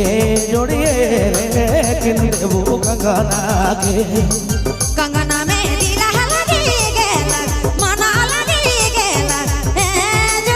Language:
Sadri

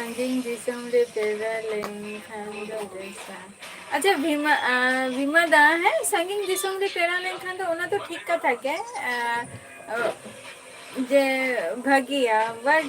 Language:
Santali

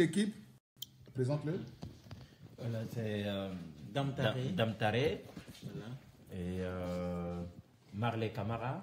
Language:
French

